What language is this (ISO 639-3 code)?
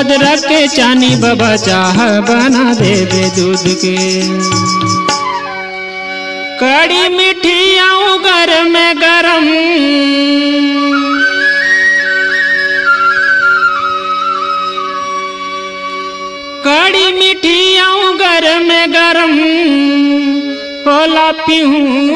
hne